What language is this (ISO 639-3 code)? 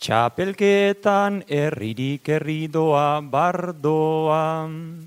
eus